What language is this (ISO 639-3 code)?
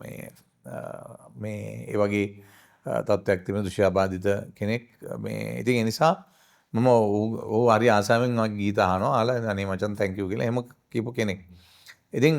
sin